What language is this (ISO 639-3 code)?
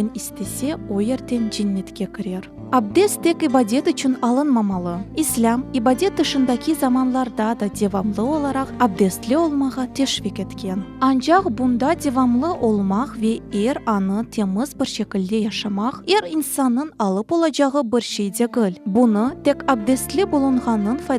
crh